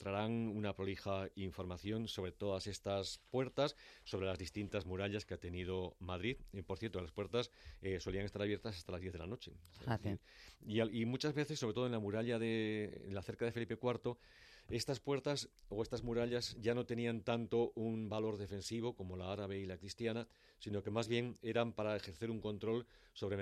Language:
Spanish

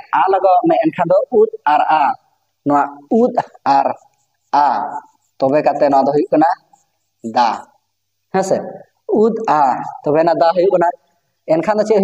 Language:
Santali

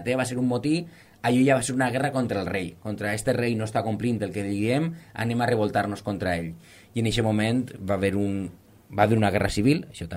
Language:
Catalan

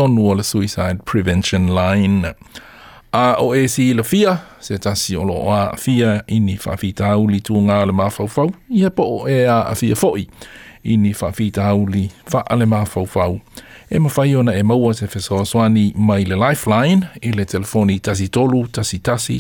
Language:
Samoan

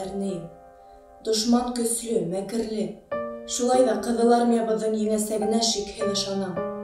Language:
Bashkir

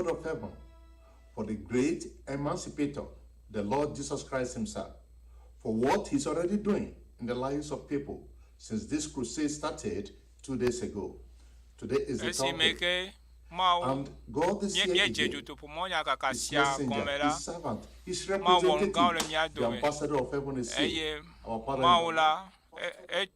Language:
Ewe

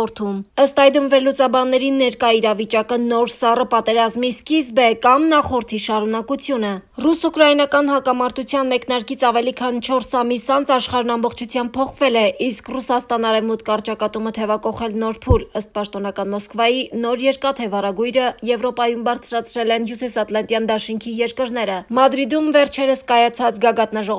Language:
Armenian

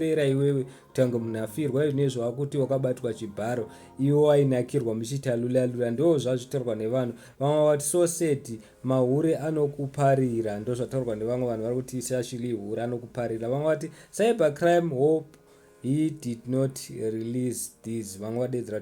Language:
Shona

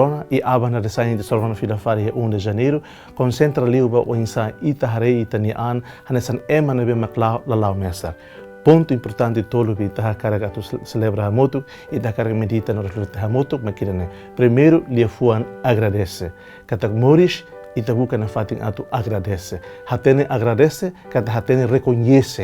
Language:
Tetum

